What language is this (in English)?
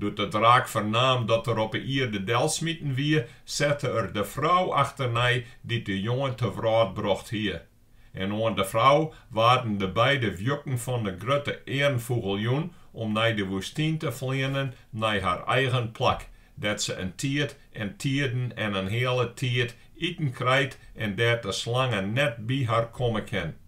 Western Frisian